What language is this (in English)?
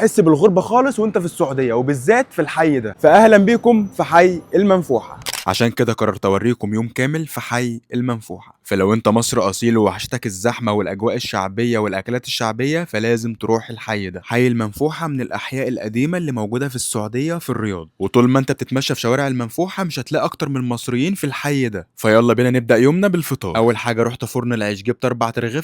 Egyptian Arabic